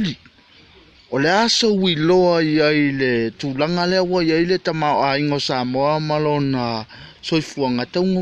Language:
Samoan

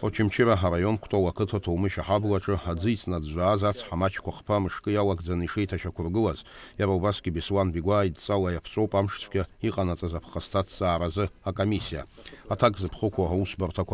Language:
Abkhazian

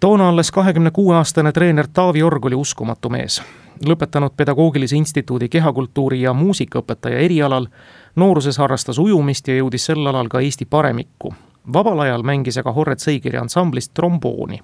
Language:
Estonian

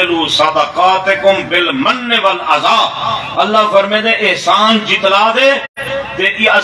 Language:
Saraiki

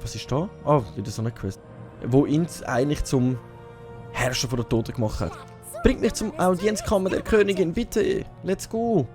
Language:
Swiss German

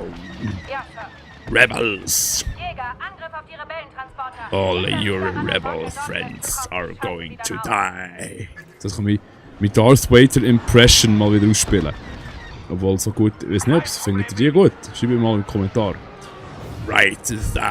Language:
Swiss German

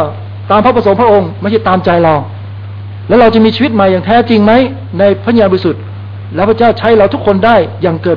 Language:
Thai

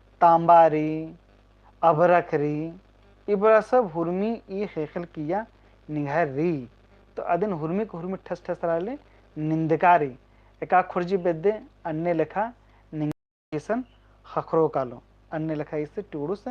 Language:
Kurukh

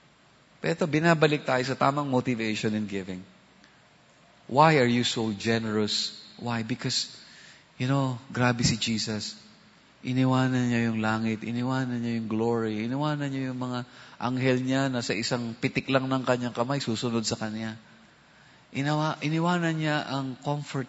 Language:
Filipino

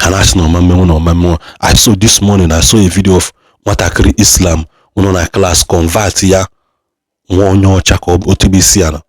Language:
Igbo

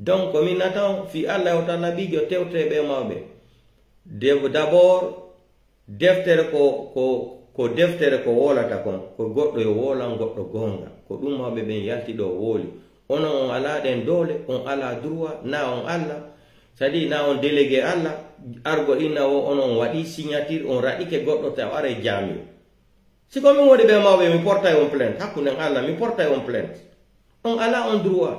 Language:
Pular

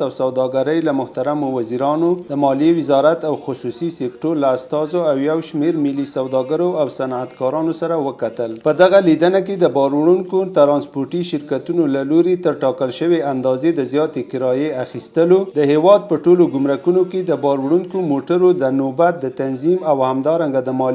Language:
Pashto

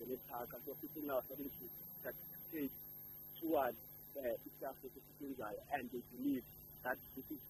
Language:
South Ndebele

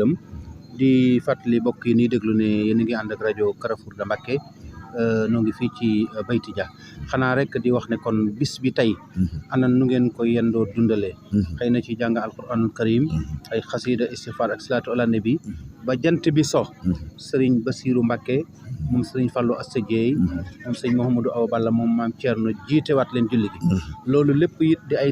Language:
Wolof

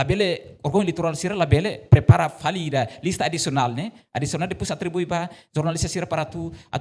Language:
Tetum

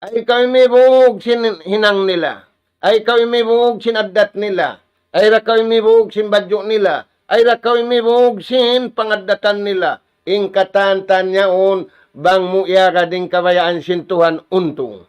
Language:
Tausug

